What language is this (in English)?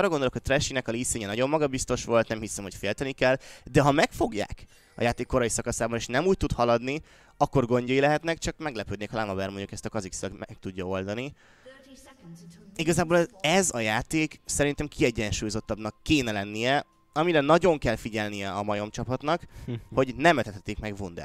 Hungarian